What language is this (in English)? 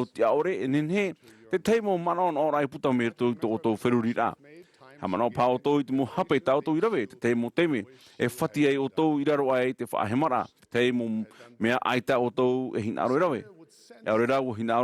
Tahitian